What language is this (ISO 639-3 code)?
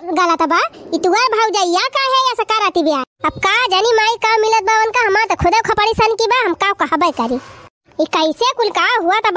awa